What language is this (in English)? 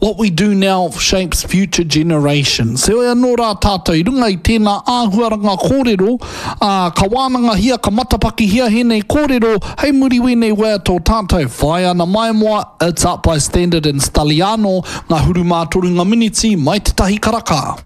Māori